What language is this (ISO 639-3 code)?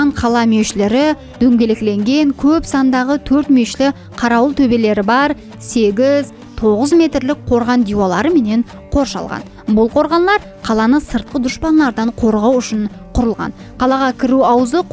kaa